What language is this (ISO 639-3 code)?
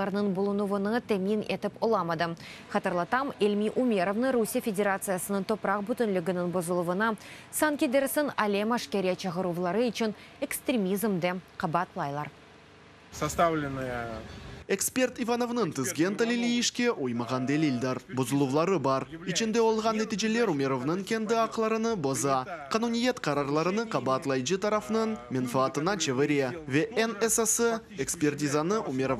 crh